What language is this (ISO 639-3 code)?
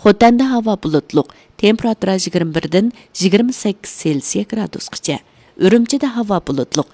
uig